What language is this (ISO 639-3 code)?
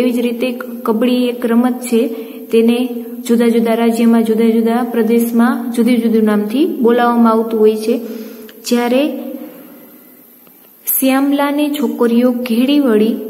guj